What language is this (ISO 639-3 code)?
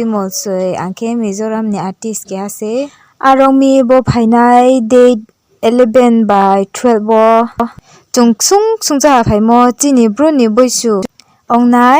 ria